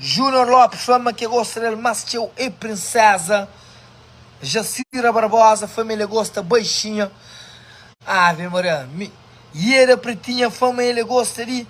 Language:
Kabuverdianu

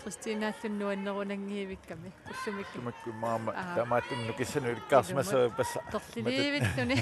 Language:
Kalaallisut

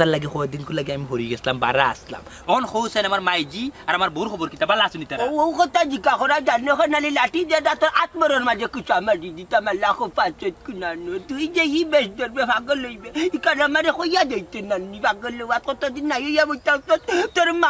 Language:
Sylheti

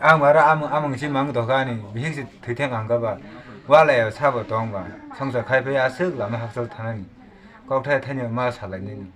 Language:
Kok Borok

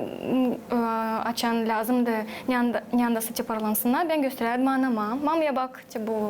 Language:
Gagauz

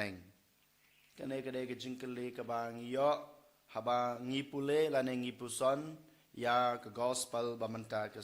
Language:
Khasi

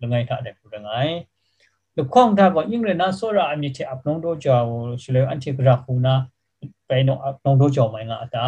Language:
Kachin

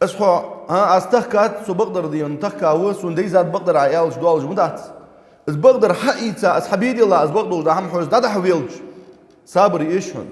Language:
Ingush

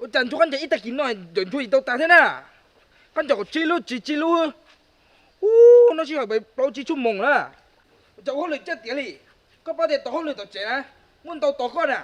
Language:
Hmong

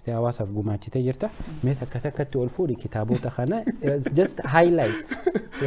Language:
Oromo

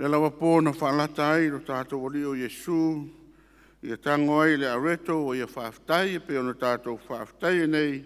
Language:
Samoan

